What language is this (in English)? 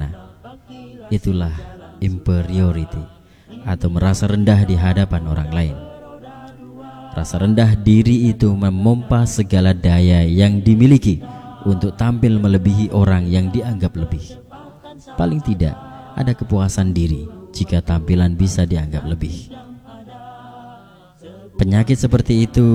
Indonesian